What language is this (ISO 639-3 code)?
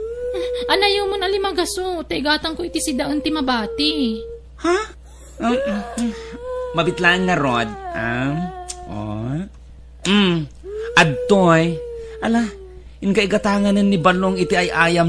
ilo